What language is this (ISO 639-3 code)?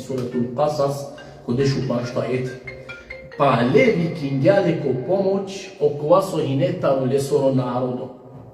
rmn